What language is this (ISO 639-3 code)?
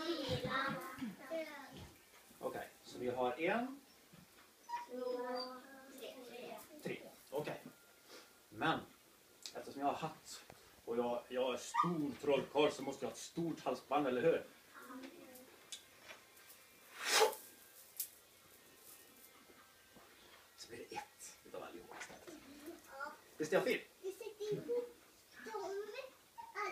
swe